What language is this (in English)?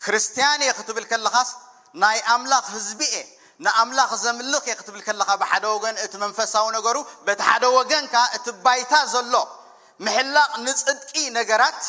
Tigrinya